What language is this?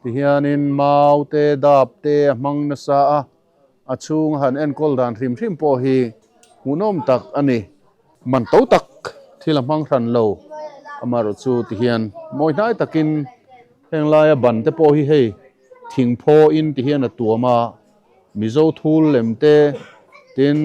Mizo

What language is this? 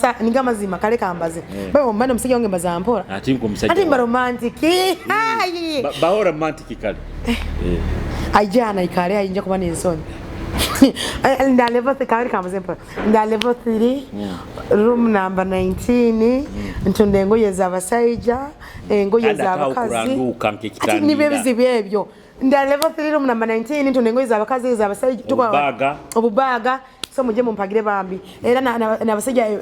Nyoro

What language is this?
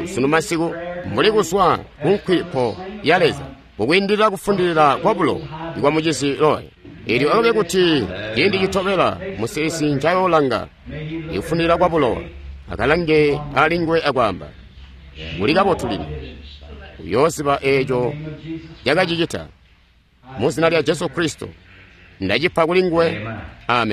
Tonga (Zambia)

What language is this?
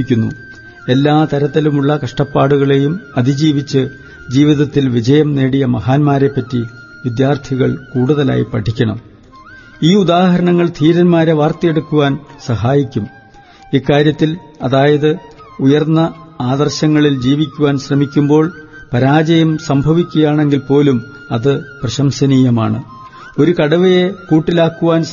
Malayalam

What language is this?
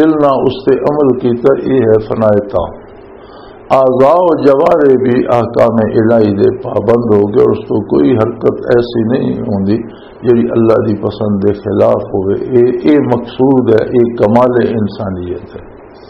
Western Panjabi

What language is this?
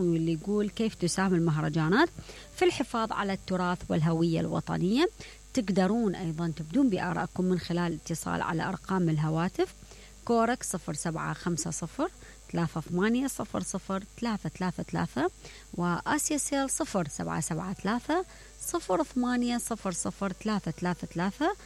Mesopotamian Arabic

